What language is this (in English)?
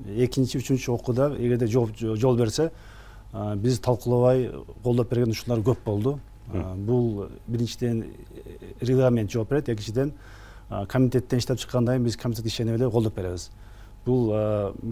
Kyrgyz